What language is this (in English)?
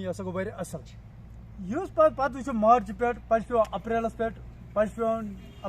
Kashmiri